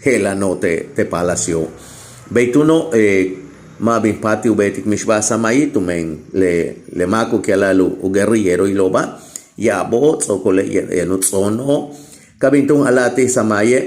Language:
Yucateco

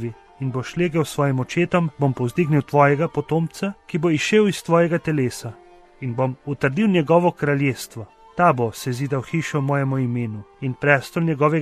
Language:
Slovenian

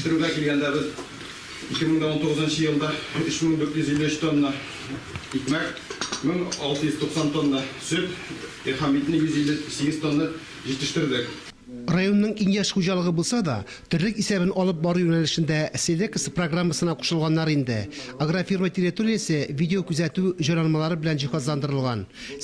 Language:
Tatar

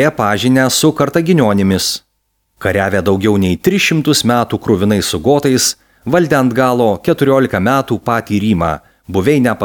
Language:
Lithuanian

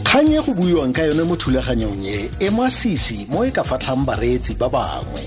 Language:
Tswana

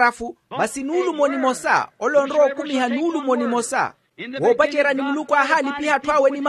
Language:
Makhuwa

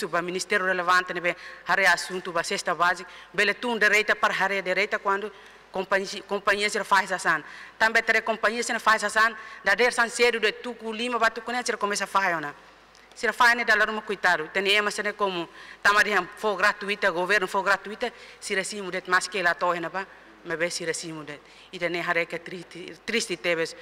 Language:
Tetum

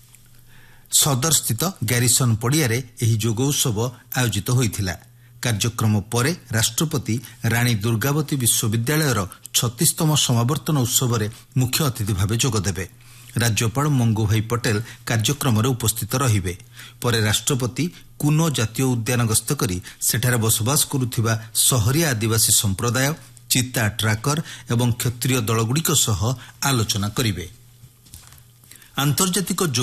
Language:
Odia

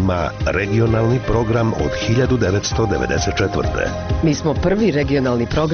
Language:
Serbian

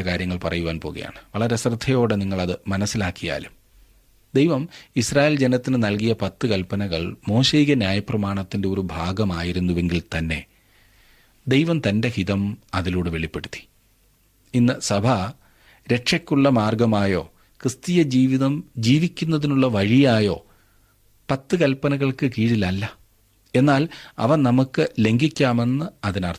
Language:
Malayalam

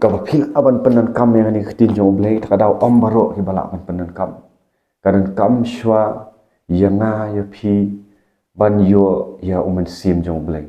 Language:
Khasi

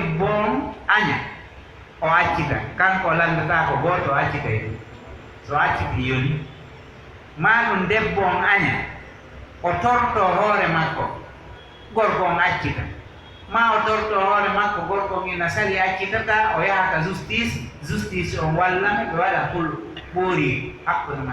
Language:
Pular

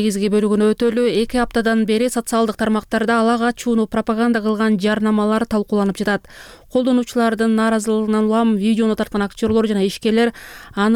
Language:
Kyrgyz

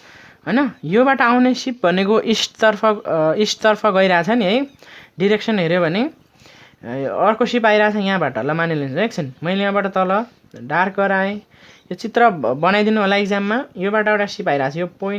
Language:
Nepali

